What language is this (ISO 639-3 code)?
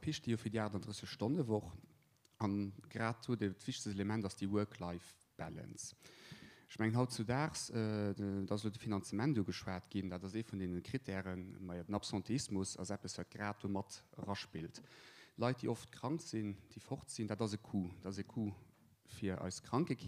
ltz